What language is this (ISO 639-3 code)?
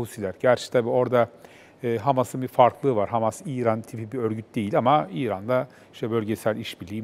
tur